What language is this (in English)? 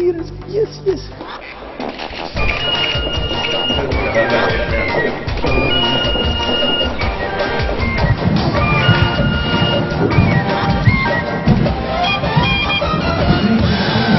Greek